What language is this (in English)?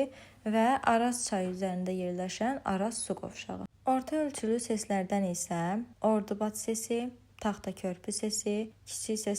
Azerbaijani